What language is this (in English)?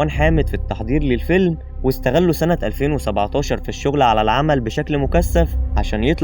Egyptian Arabic